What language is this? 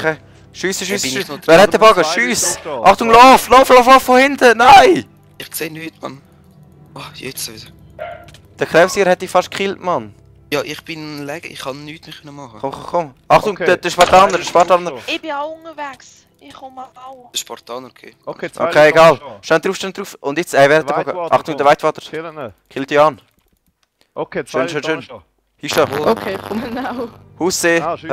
Swiss German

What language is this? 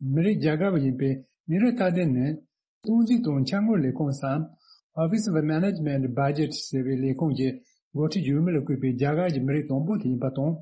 Tibetan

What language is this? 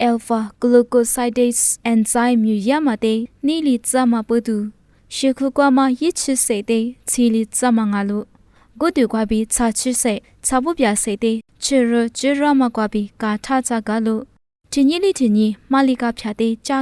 Lisu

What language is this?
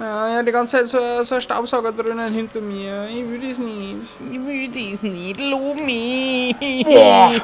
Bavarian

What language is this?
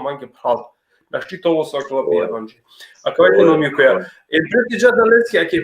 Balkan Romani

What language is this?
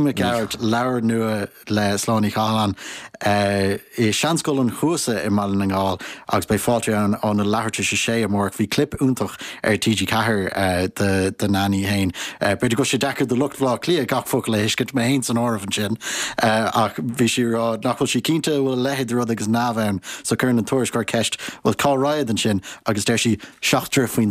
Irish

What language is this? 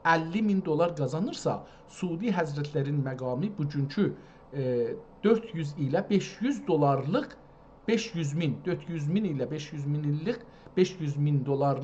South Azerbaijani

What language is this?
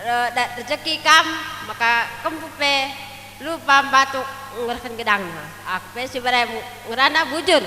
Batak Karo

